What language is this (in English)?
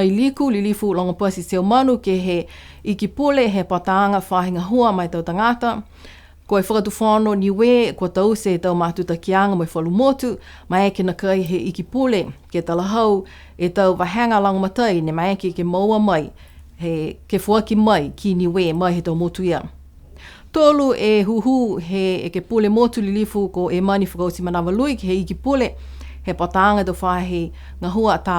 Niuean